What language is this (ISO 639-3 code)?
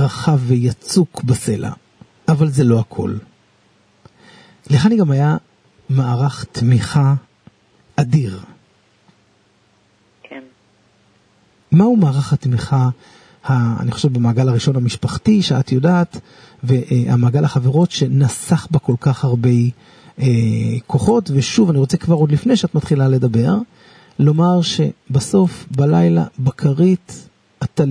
heb